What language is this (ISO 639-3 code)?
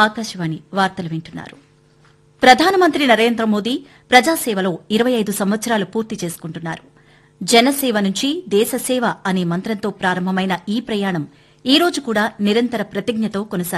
tel